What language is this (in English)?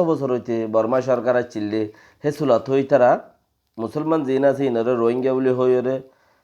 Rohingya